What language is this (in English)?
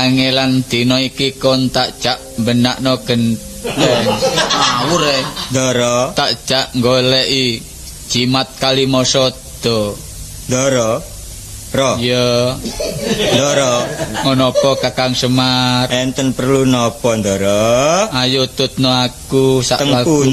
Javanese